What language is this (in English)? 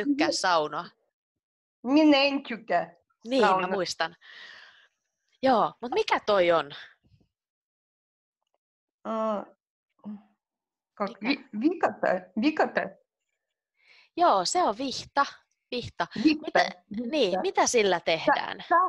Finnish